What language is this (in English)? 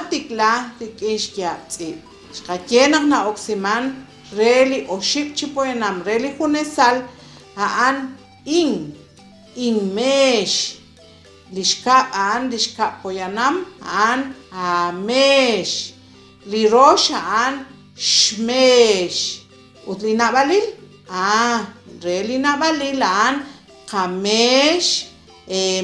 Kekchí